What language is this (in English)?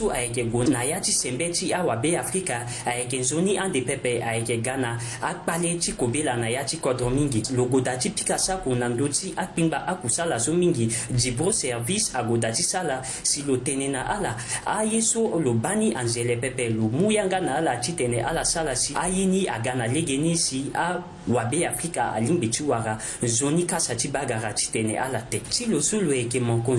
Sango